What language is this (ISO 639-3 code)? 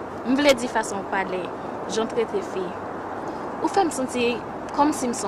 hat